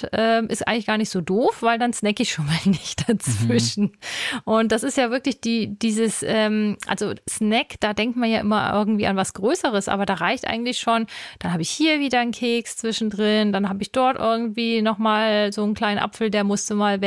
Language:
German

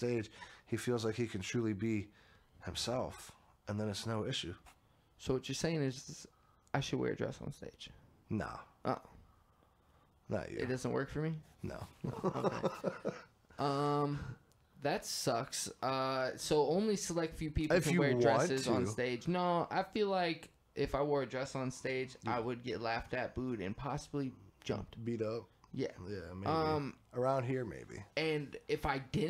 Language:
English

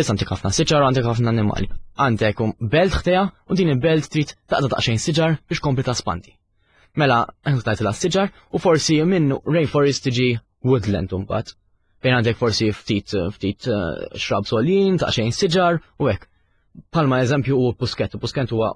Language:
Maltese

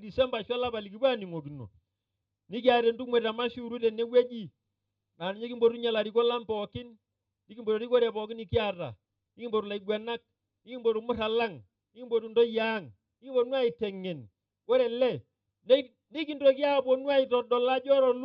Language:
Masai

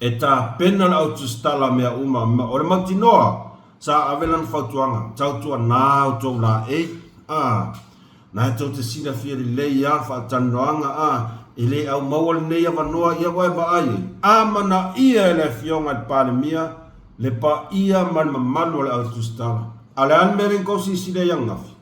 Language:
Samoan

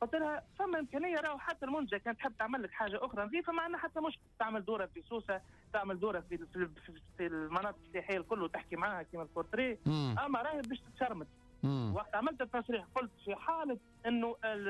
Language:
Tunisian Arabic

